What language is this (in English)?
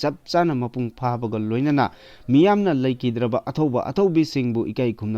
Manipuri